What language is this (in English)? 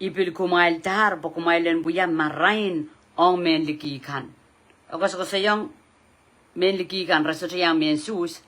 Pohnpeian